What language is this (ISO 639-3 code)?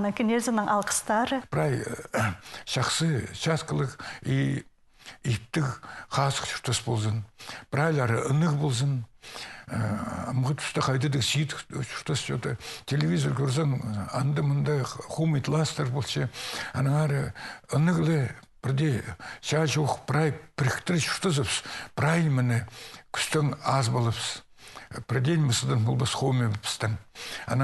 kjh